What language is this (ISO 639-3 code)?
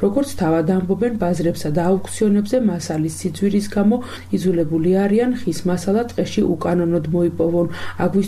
kat